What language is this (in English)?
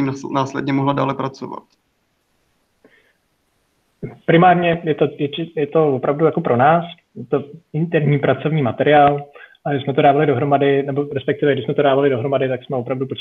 Czech